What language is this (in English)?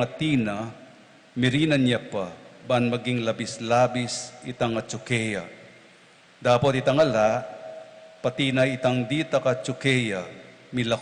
Pampanga